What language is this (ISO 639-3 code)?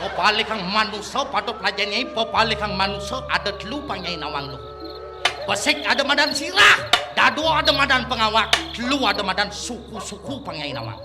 ban